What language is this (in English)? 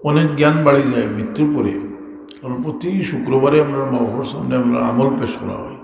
Sylheti